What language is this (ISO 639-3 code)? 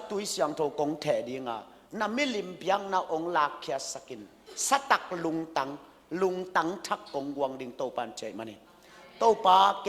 ctd